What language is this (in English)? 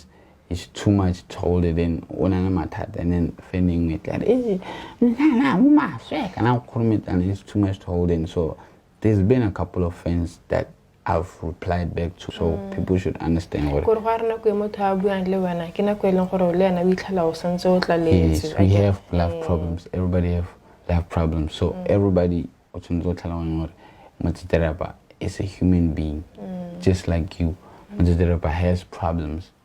Tswana